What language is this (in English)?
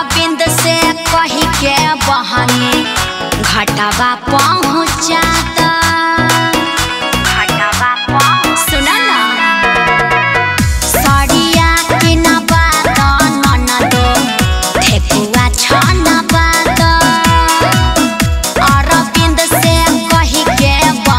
Bhojpuri